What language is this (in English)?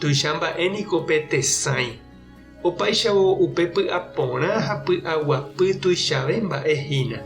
Guarani